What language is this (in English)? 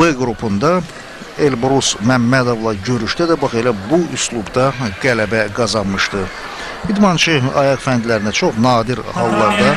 Azerbaijani